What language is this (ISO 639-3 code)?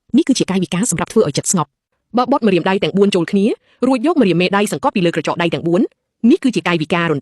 khm